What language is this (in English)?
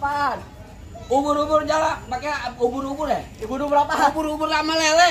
Betawi